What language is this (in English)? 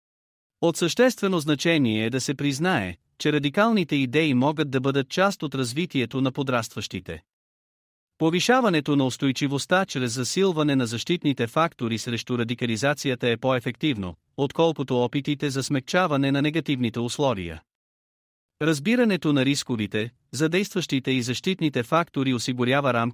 Bulgarian